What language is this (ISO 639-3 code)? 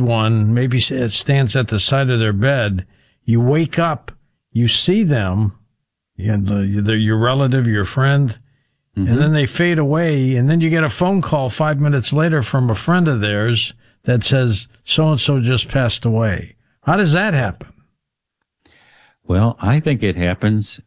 eng